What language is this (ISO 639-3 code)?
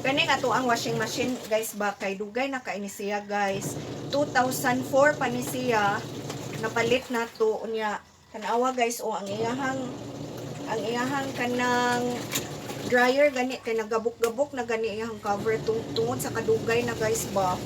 ceb